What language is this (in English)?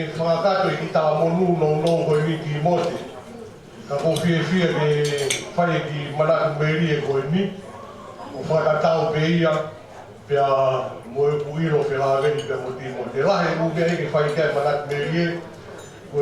Tongan